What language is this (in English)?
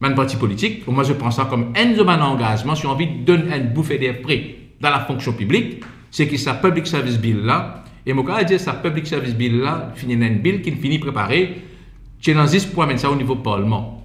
Morisyen